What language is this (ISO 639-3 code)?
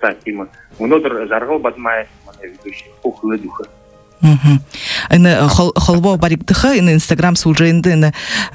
bua